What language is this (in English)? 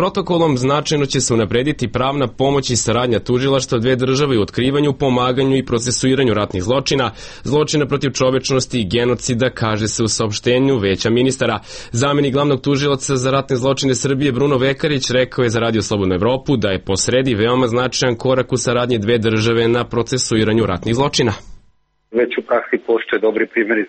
Serbian